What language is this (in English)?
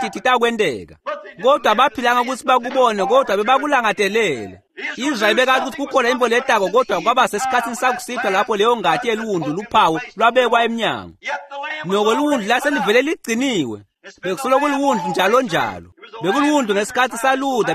Swati